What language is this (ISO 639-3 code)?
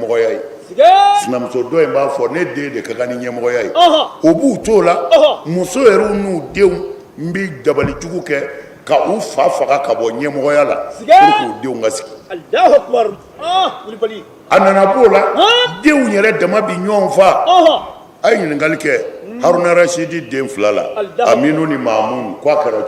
bam